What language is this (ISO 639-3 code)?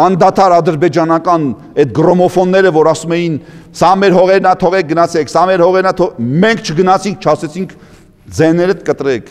hye